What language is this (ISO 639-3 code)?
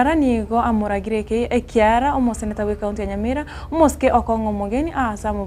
guz